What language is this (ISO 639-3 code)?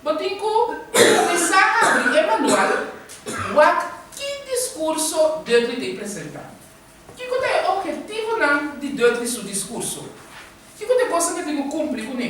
pap